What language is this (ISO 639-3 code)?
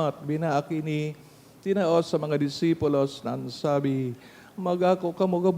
bik